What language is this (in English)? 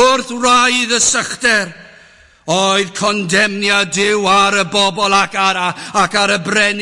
Welsh